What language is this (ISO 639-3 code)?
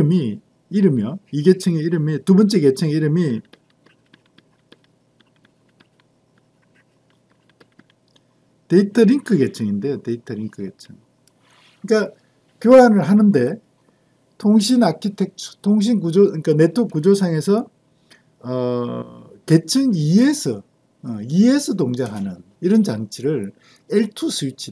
kor